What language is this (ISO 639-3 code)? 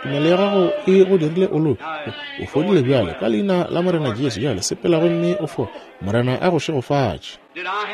nso